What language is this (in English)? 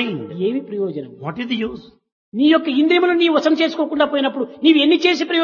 Telugu